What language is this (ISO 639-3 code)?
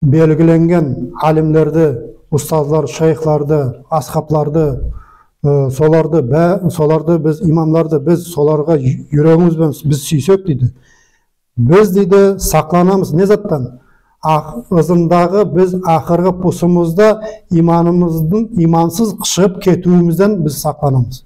nog